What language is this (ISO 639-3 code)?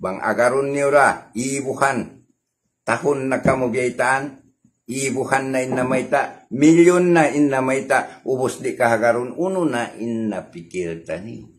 tsg